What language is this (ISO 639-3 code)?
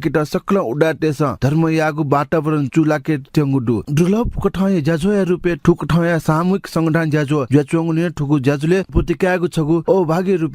new